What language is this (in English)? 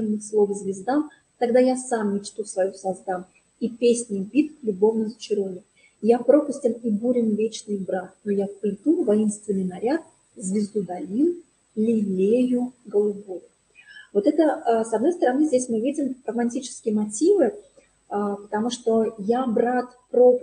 Russian